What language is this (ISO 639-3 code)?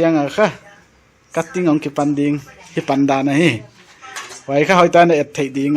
pck